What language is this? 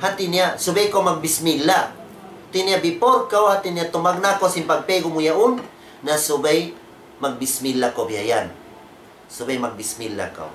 Tausug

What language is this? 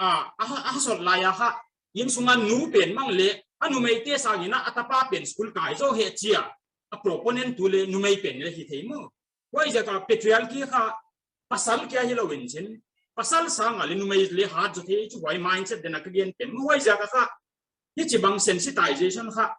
Paite Chin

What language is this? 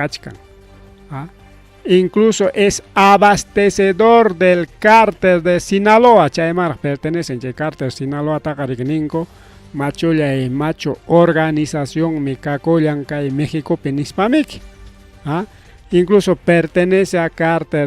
Ayacucho Quechua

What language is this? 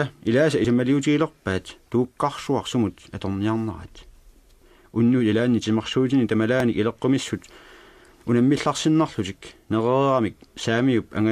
Kalaallisut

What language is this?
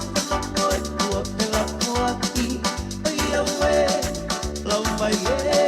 Tongan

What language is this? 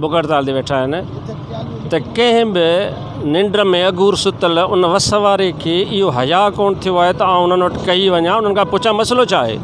Sindhi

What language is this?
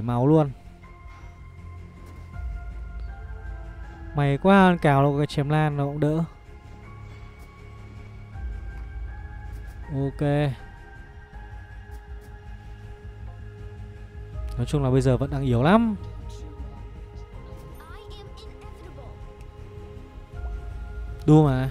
Vietnamese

